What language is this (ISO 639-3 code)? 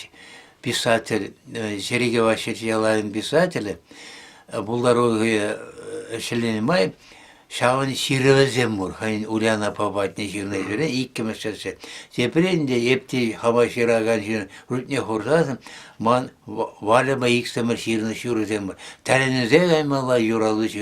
chv